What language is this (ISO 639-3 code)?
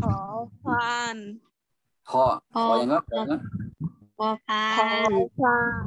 shn